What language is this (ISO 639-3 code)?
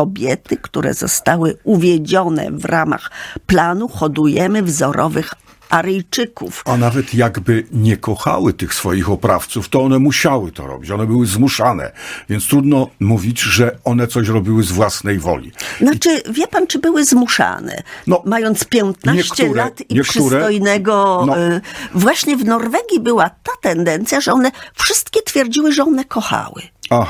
pol